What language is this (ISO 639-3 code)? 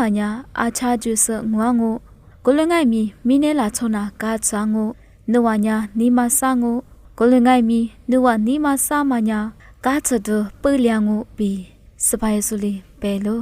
lis